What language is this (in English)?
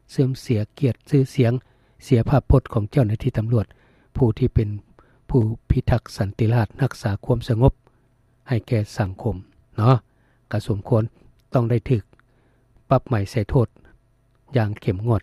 Lao